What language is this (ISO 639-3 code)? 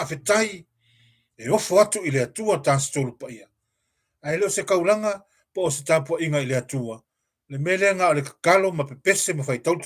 smo